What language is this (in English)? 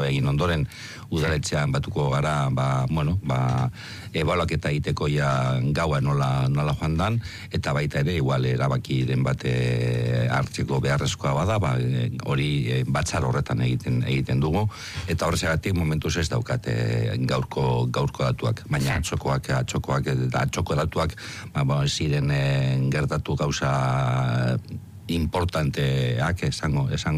Basque